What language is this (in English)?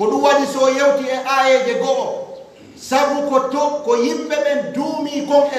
Pular